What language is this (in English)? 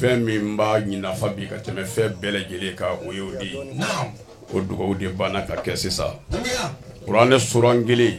Bambara